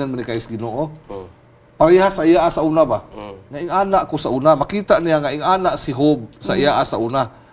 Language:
Cebuano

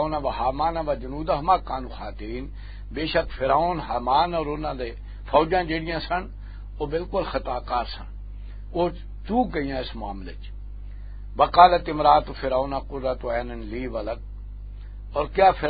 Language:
Western Panjabi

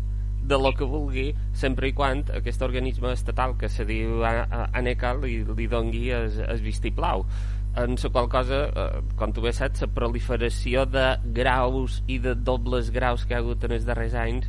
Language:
Catalan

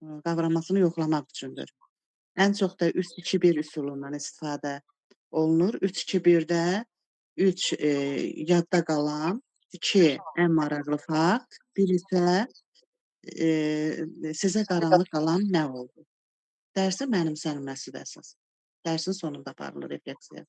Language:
Azerbaijani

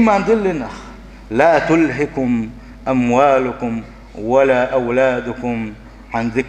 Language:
Chechen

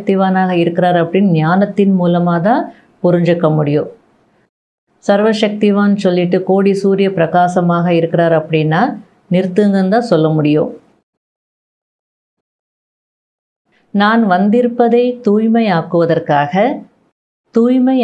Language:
Tamil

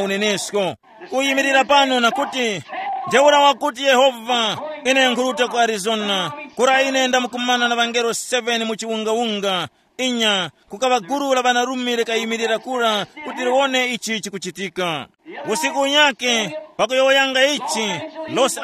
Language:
Tumbuka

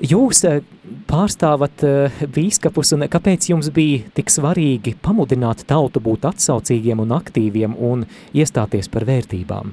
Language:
Latvian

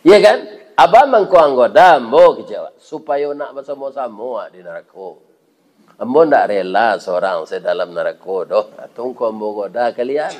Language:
Minangkabau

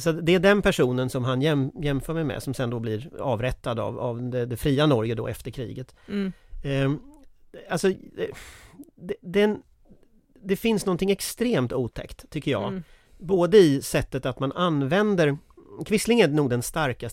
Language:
Swedish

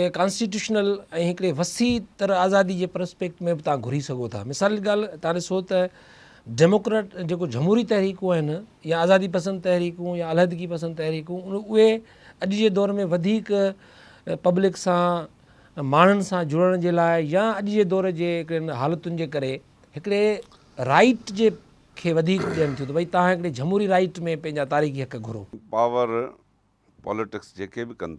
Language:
Sindhi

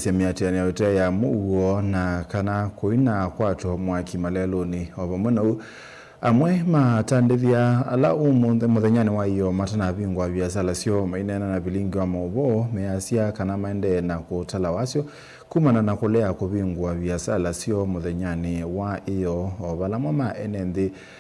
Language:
Kamba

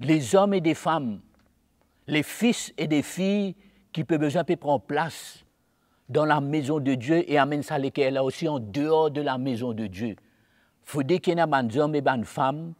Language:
Morisyen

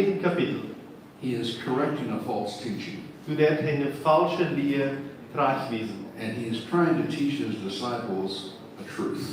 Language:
Plautdietsch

